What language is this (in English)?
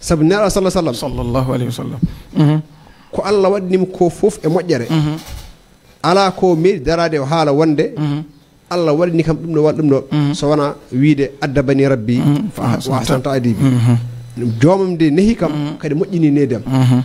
Fula